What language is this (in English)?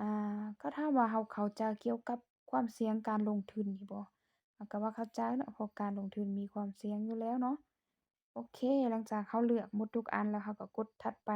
Lao